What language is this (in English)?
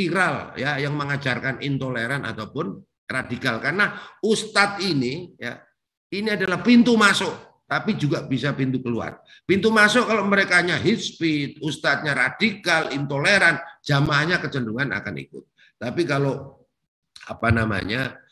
Indonesian